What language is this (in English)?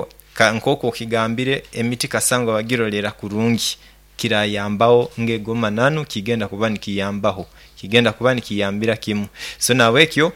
Nyoro